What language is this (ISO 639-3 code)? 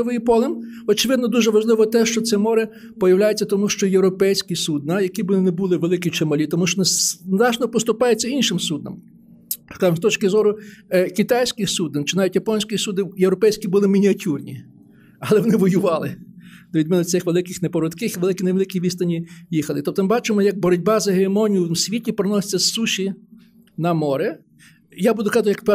ukr